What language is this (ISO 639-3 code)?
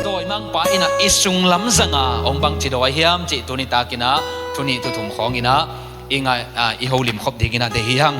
ctd